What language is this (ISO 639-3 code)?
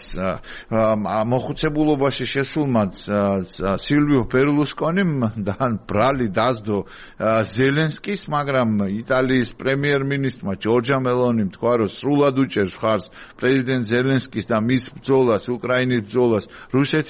kat